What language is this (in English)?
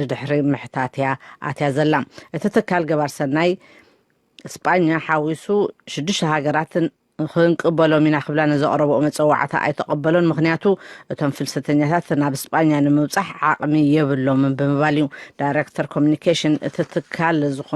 Tigrinya